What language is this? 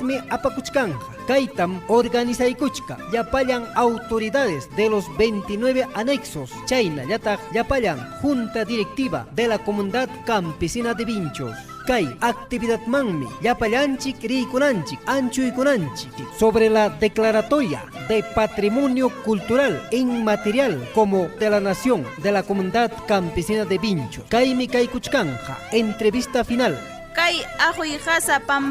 Ayacucho Quechua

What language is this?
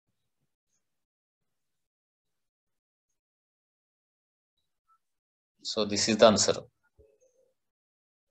Marathi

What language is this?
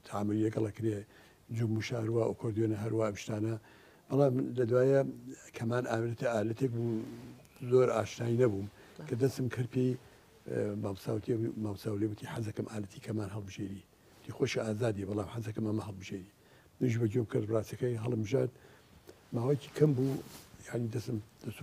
Central Kurdish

